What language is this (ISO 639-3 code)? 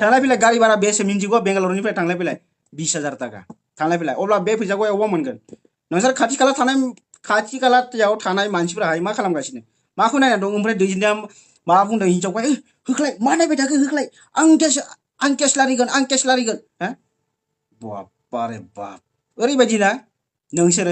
brx